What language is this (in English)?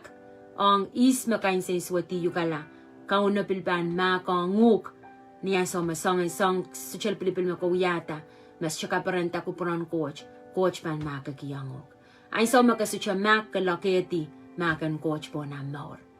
Pohnpeian